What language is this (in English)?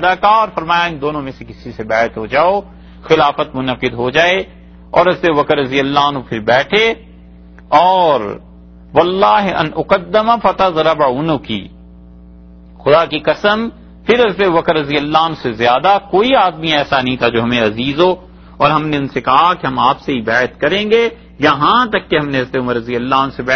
Urdu